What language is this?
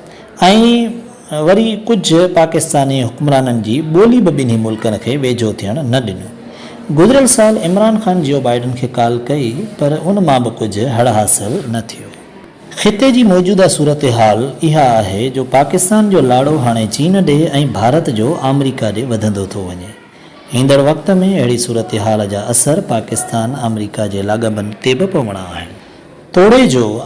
Sindhi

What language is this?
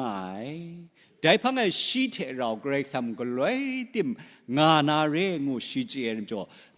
Kachin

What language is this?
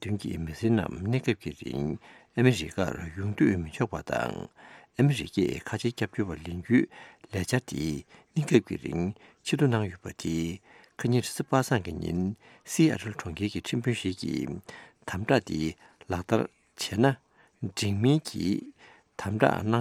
Tibetan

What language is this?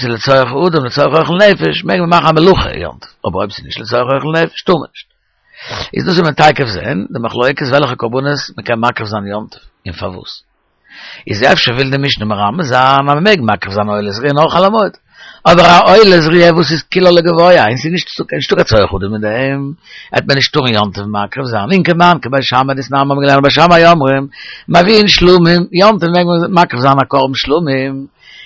Yiddish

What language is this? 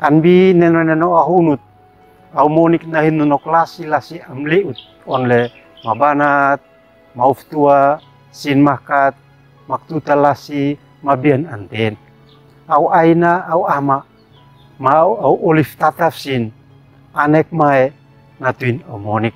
Uab Meto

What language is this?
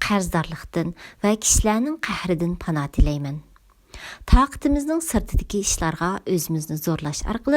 Uyghur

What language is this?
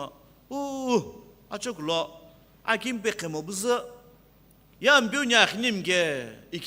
Sumi Naga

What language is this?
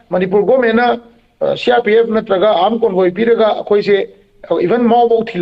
Manipuri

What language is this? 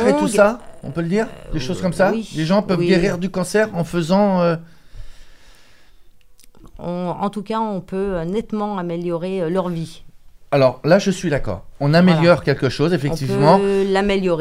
French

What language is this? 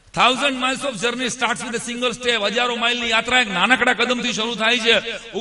Gujarati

